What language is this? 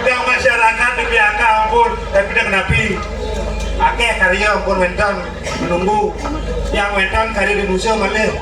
Balinese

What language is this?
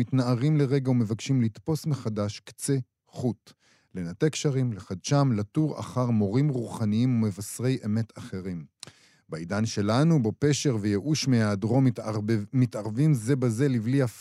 Hebrew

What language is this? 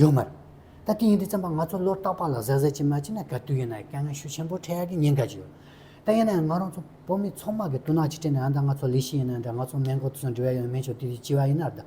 Tibetan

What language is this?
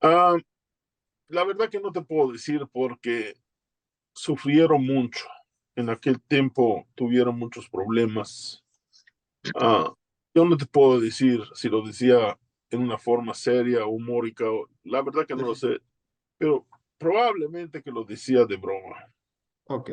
Ladino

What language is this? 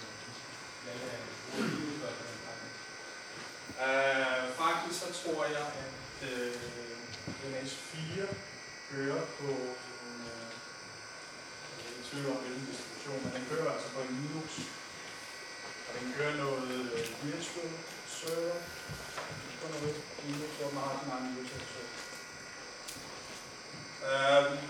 Danish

